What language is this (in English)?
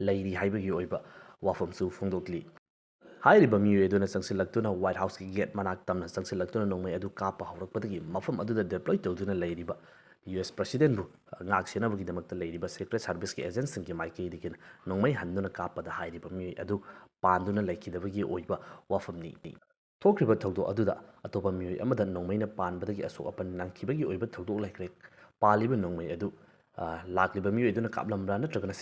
Manipuri